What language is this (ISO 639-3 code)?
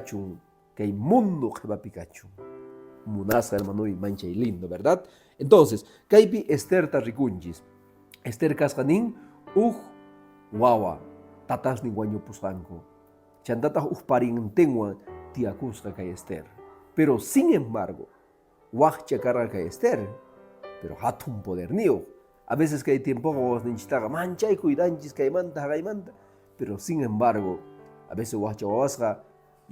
que